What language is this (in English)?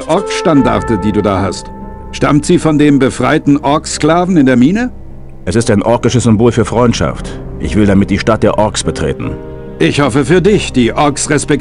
Bavarian